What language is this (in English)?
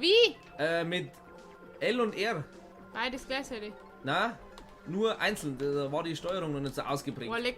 Bavarian